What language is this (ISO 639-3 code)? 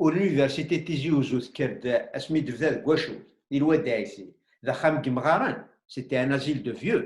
kab